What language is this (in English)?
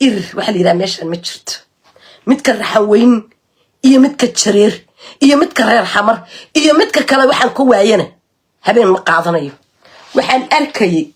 Somali